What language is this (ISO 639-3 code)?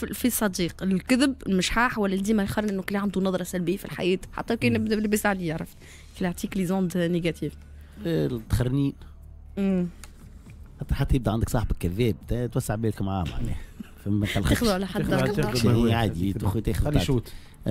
aeb